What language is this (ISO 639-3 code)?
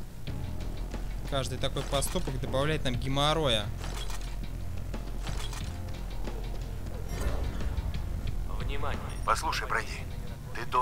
rus